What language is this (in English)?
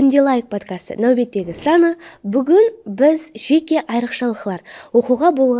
Kara-Kalpak